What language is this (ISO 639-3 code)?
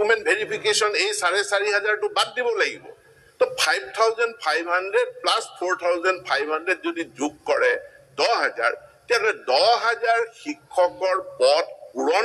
asm